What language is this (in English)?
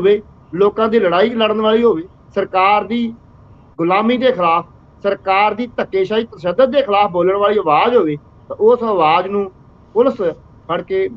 Punjabi